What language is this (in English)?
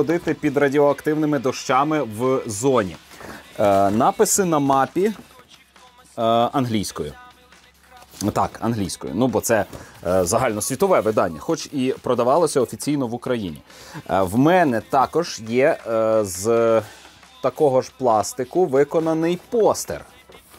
Ukrainian